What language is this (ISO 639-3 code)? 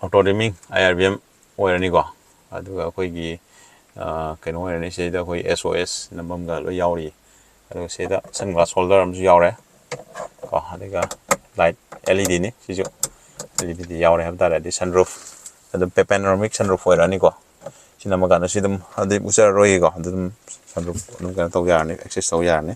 mni